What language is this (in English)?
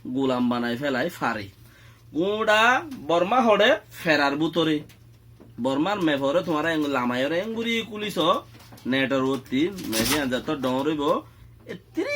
Rohingya